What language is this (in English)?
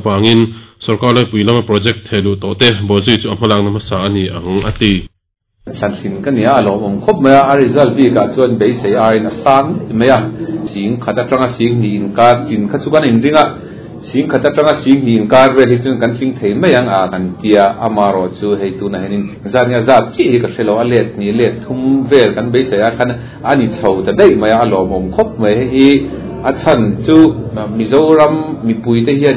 Mizo